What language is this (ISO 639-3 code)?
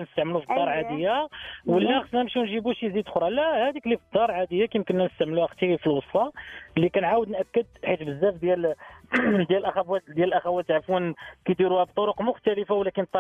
ary